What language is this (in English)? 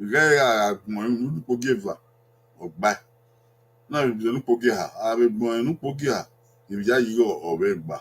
Bini